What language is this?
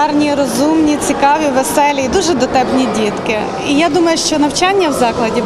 Ukrainian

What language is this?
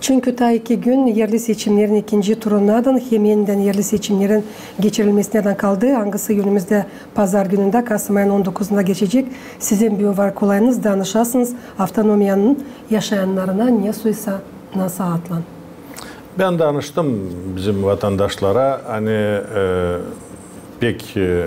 Gagauz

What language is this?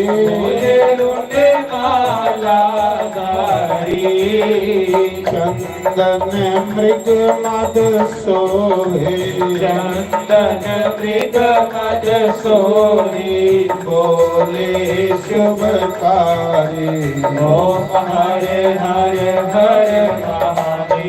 Dogri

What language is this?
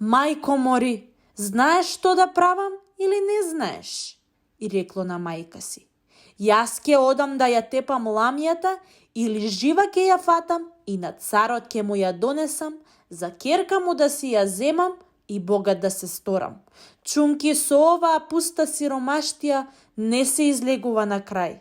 Macedonian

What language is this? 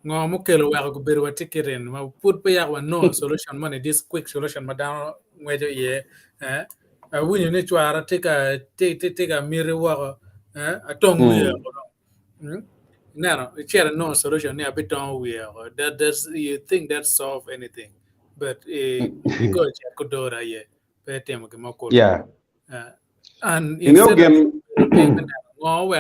Acoli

